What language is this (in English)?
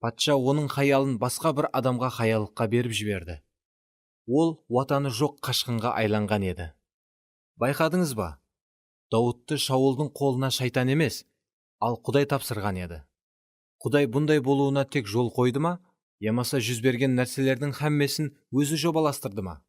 Kara-Kalpak